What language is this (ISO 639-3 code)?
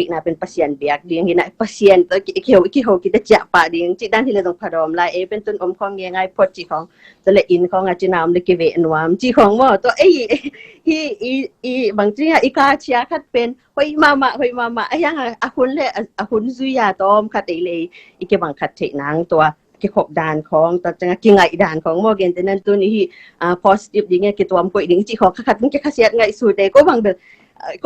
ctd